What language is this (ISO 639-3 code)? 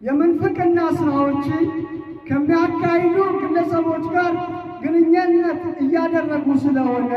amh